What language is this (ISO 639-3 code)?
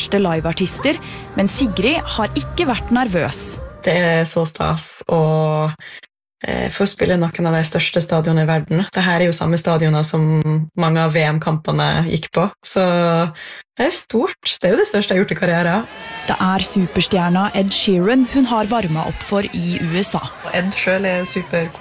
nor